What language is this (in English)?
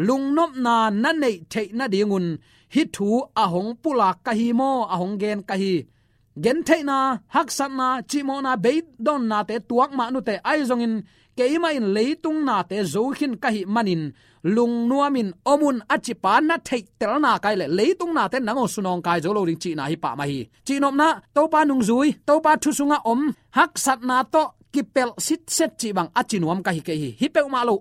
Tedim Chin